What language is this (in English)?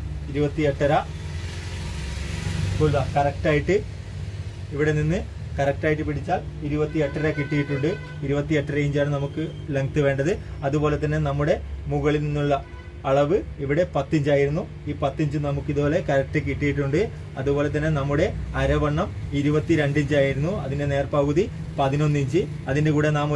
Malayalam